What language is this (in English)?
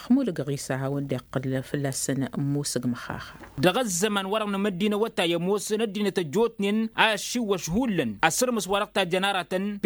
Tamasheq